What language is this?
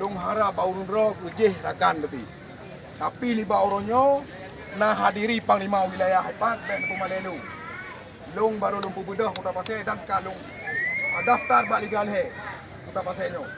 Achinese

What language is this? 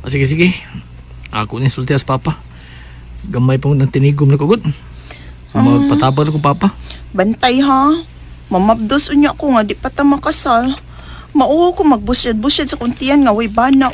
Cebuano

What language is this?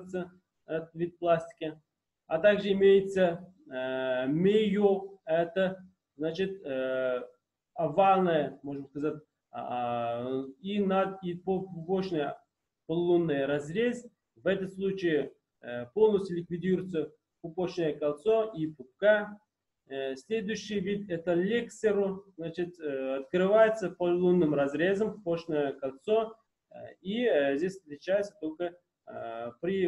Russian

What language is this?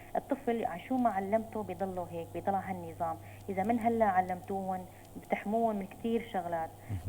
North Levantine Arabic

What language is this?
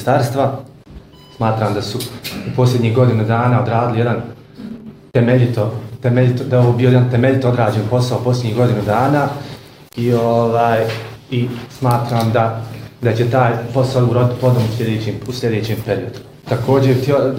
Bosnian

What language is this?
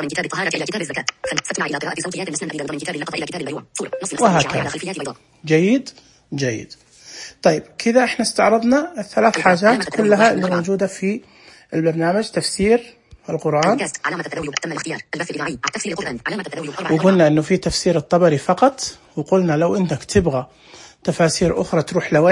Najdi Arabic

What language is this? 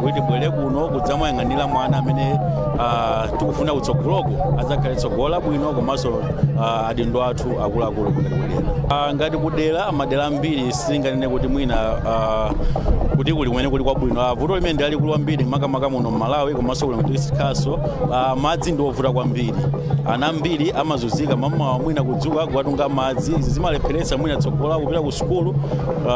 Nyanja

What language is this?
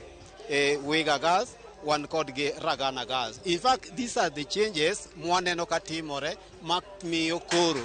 Luo (Kenya and Tanzania)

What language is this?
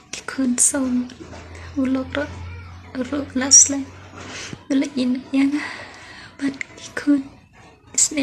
Khasi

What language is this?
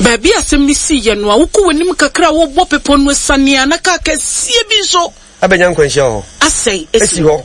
Akan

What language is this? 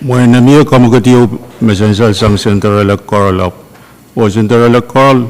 Pohnpeian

